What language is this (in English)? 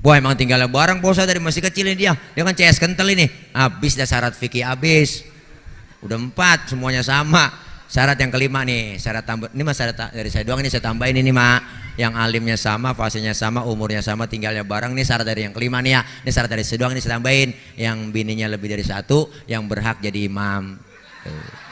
Betawi